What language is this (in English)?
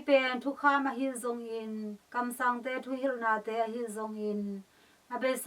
Tedim Chin